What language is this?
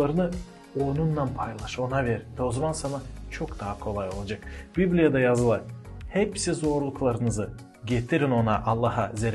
Gagauz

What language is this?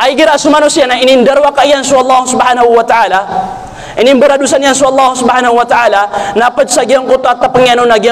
Maranao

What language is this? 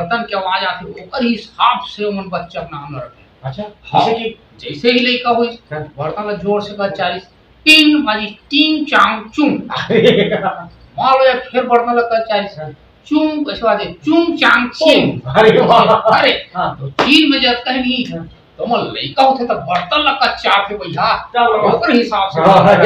Chhattisgarhi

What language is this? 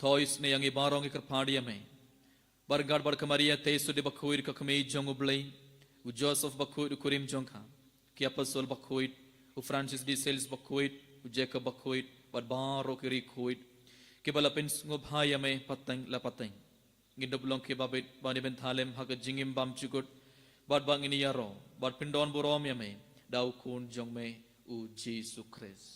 Khasi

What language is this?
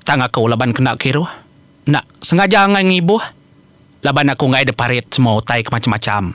Iban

